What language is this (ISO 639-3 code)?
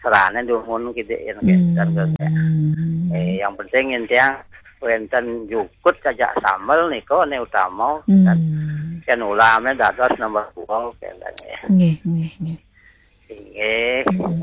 ban